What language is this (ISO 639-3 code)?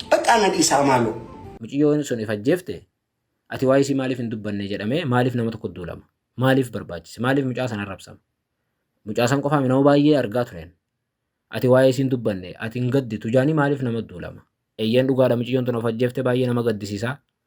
orm